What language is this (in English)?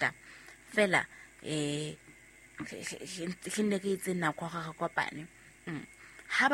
Southern Sotho